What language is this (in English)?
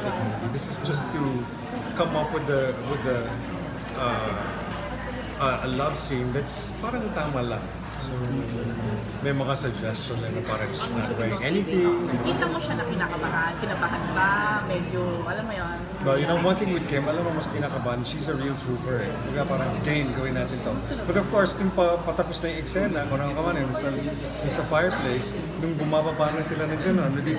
Filipino